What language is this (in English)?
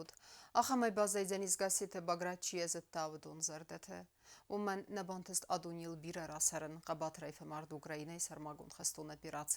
Ossetic